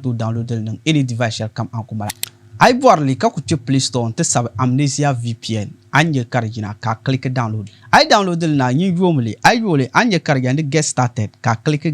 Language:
Dagbani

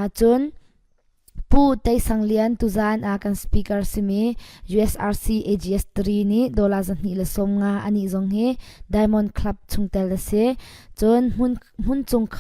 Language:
Falam Chin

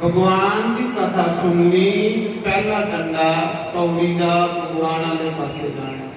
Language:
Dogri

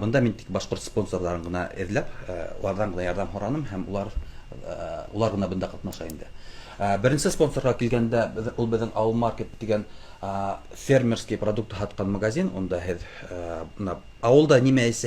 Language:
Bashkir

